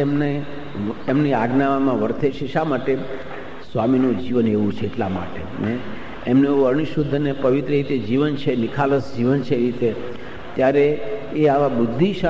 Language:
Gujarati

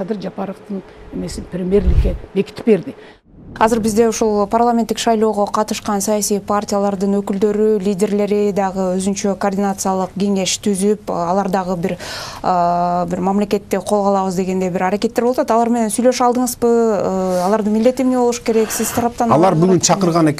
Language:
Kyrgyz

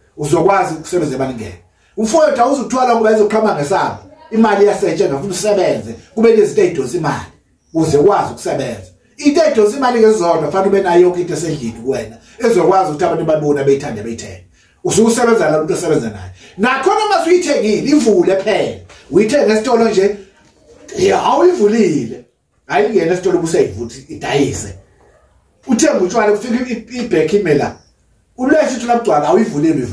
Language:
Zulu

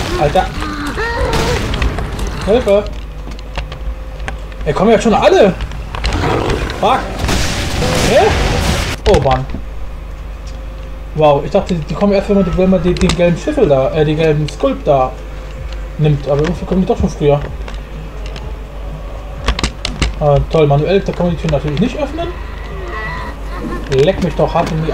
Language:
German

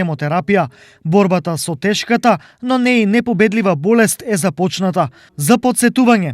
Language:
Macedonian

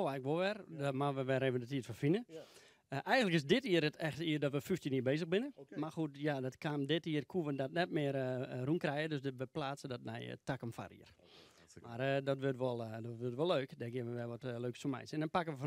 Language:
Western Frisian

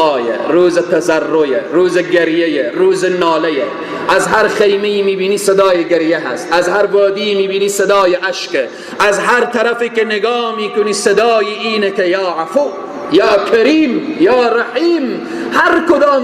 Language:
Persian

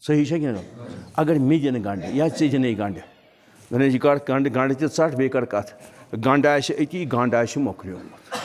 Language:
Kashmiri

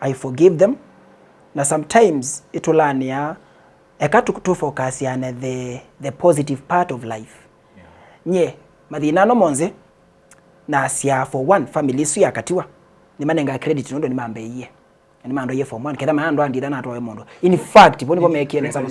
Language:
Kamba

